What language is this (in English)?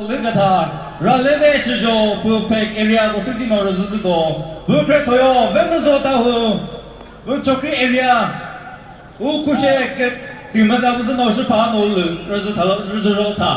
Chokri Naga